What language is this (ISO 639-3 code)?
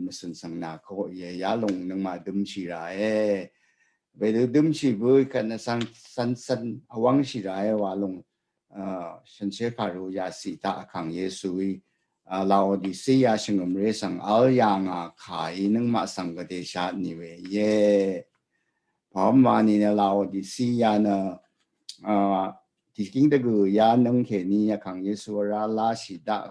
raw